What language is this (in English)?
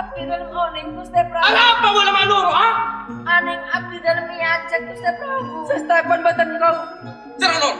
Madurese